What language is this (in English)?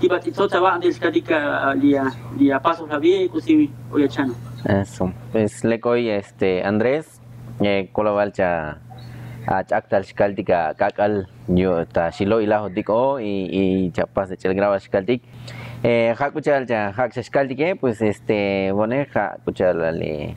Tzotzil